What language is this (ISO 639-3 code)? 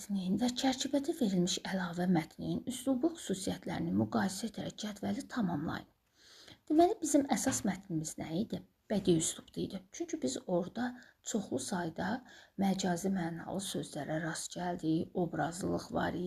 aze